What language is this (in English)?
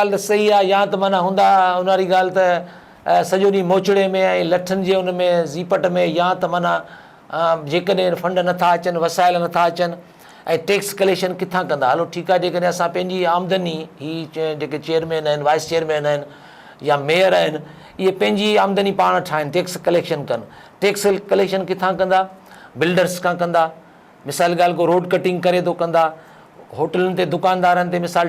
Sindhi